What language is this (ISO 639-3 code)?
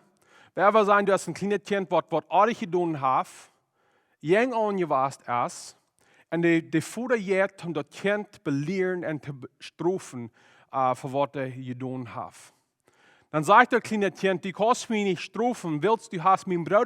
pdt